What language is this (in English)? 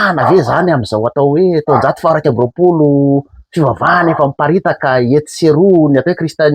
Malagasy